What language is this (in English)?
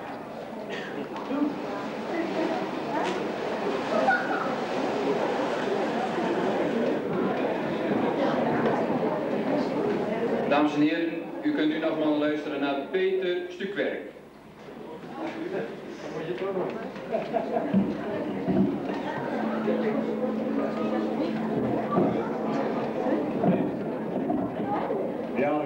Dutch